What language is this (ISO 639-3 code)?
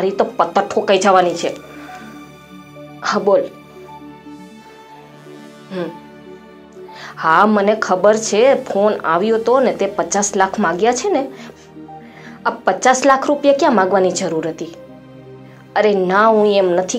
guj